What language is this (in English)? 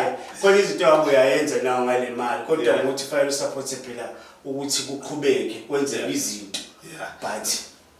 Zulu